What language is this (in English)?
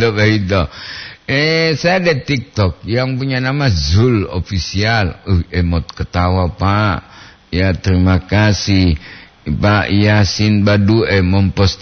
Gorontalo